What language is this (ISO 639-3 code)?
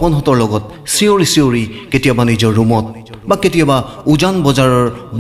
asm